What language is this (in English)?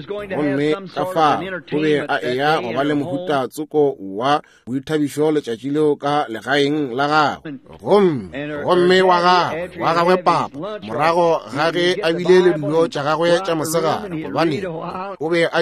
Northern Sotho